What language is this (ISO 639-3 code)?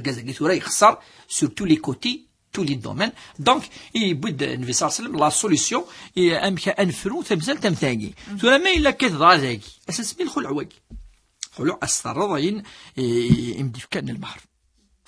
kab